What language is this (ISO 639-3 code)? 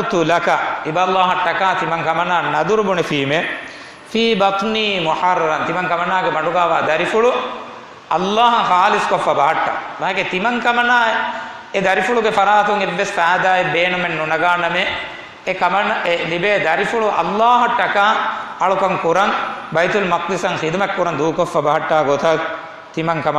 div